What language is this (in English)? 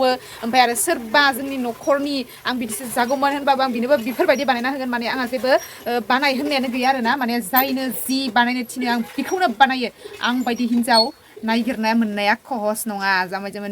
Bodo